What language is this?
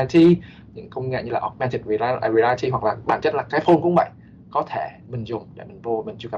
Vietnamese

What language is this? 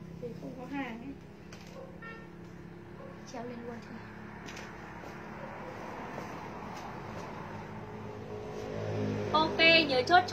Vietnamese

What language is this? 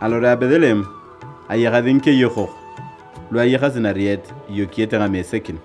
Turkana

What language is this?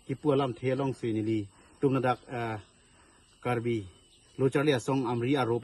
Karbi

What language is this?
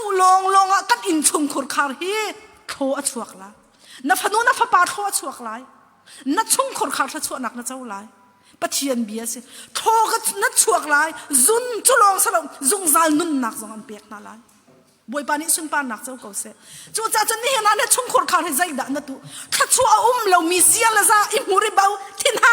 Hakha Chin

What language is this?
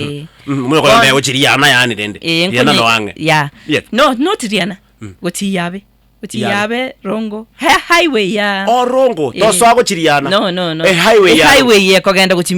Gusii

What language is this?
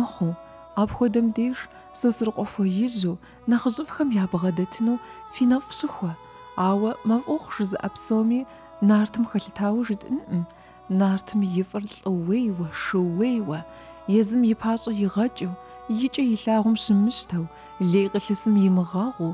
Kabardian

